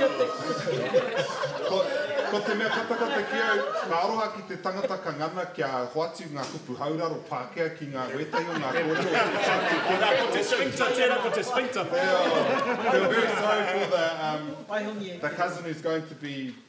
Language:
Māori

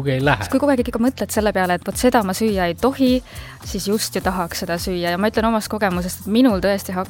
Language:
Estonian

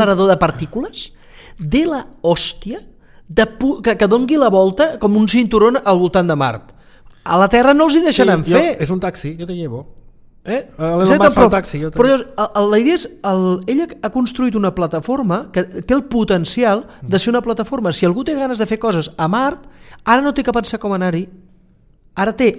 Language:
Catalan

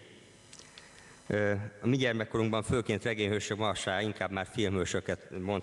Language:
Hungarian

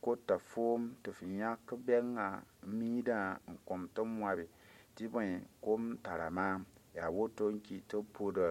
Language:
Mossi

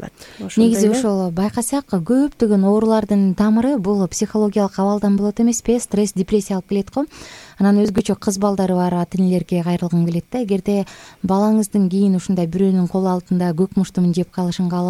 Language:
Kyrgyz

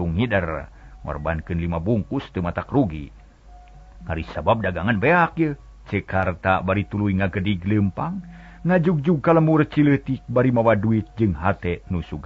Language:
Sundanese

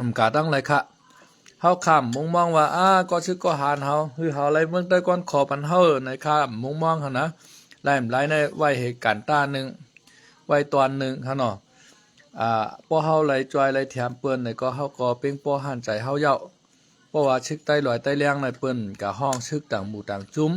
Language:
Shan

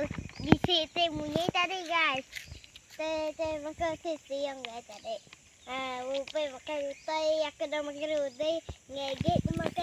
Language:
Iban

